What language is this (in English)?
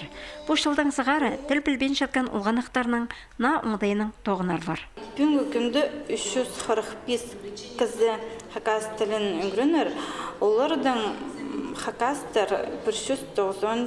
Khakas